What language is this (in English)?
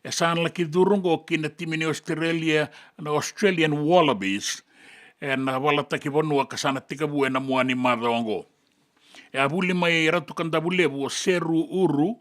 Fijian